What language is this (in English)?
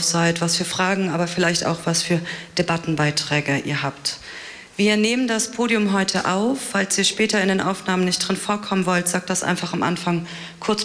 German